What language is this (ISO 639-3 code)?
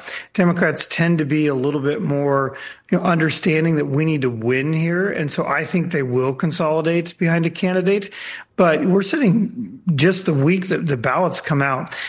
eng